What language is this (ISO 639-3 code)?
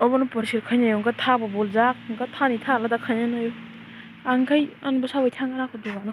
trp